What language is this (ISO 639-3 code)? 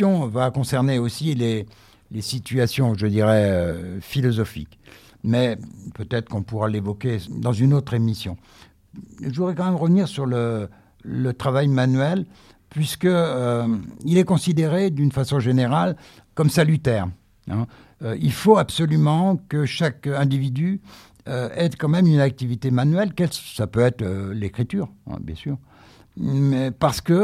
fra